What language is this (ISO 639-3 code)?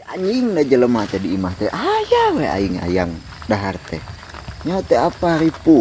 sun